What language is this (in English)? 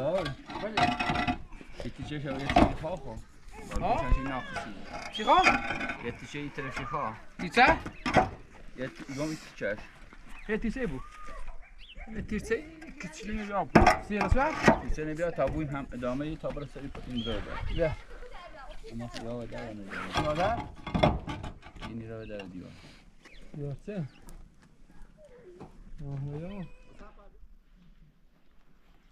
Persian